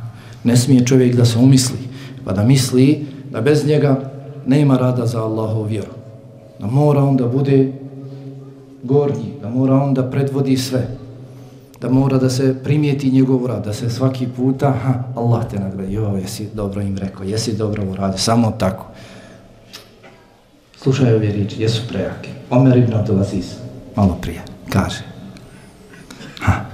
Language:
Bosnian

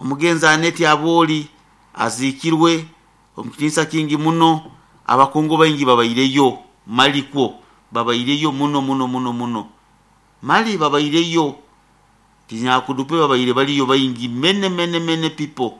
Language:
Nyoro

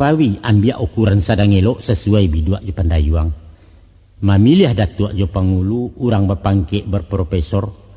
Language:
Minangkabau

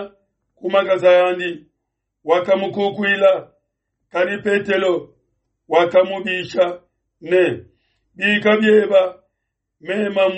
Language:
Luba-Lulua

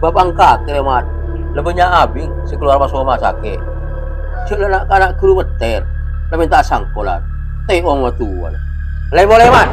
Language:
Madurese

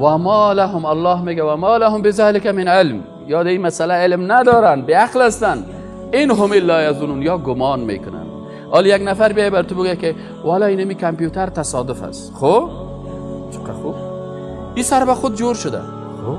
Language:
Persian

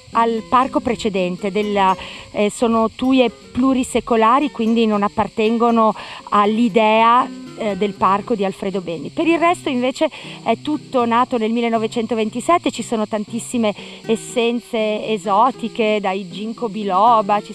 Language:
Italian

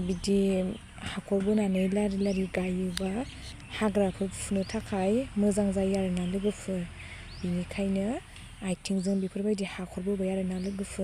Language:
Bodo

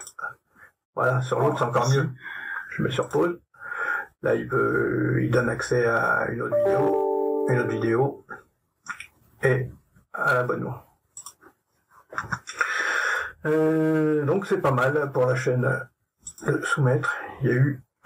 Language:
French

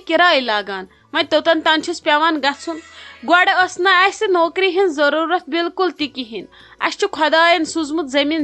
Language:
Kashmiri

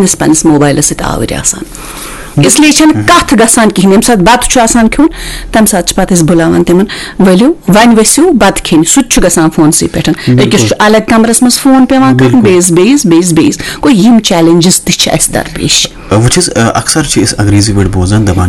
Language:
Kashmiri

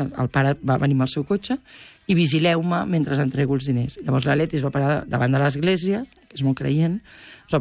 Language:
Catalan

